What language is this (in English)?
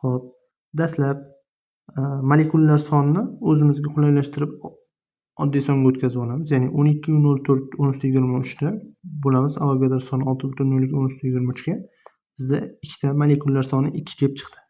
Uzbek